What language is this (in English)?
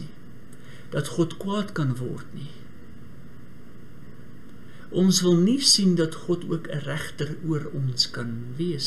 Afrikaans